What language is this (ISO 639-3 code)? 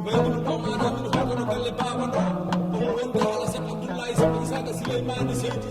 ful